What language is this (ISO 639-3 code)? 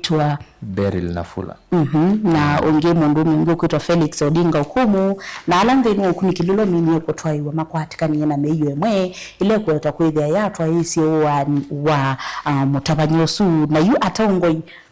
kam